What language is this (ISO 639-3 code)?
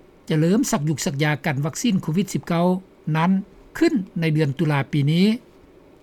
lao